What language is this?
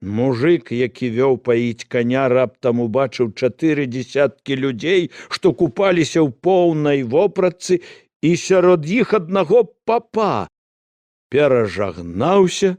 Belarusian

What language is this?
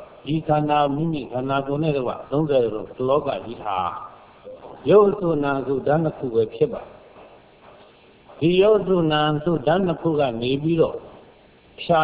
Burmese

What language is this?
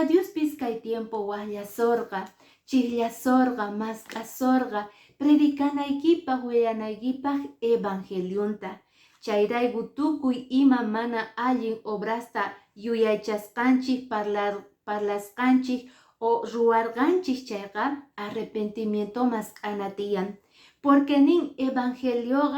Quechua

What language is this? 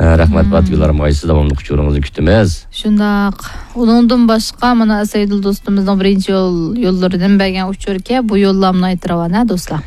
Uyghur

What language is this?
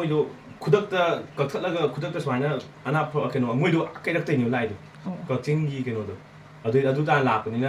Manipuri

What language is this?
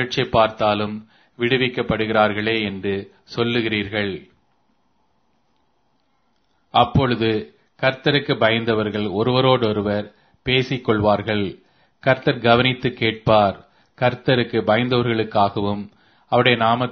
Tamil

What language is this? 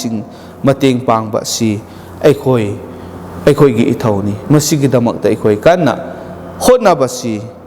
Manipuri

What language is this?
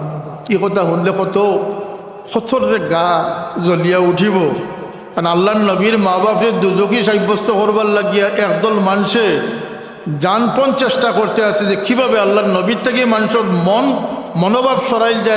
Sylheti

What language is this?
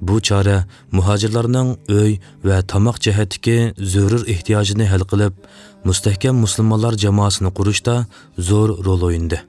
Uyghur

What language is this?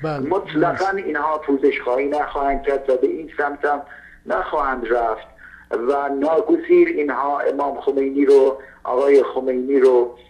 Persian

